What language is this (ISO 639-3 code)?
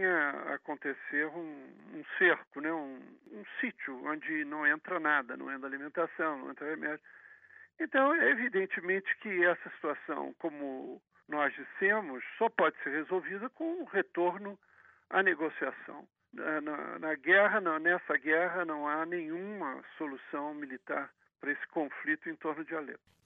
por